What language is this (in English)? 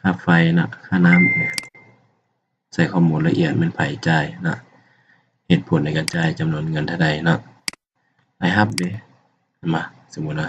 Lao